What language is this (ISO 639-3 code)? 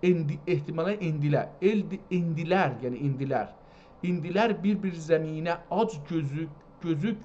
azb